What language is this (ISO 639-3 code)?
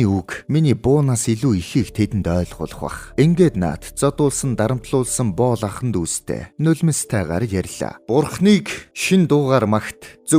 mon